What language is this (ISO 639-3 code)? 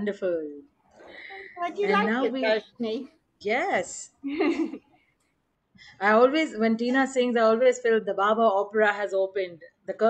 eng